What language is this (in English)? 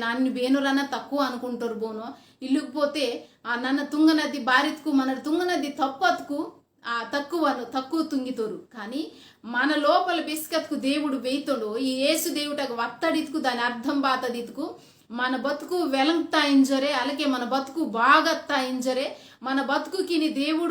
Koya